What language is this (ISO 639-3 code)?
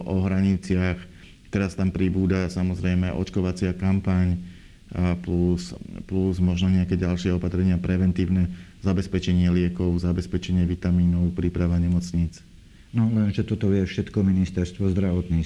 slk